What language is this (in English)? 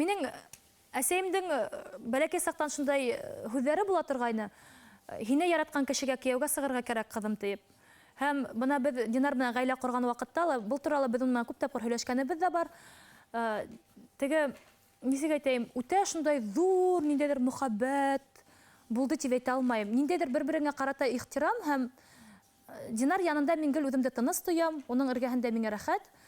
Bashkir